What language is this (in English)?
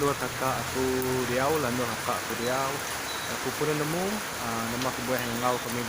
Iban